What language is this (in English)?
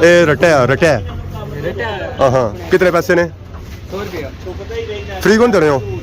Pahari-Potwari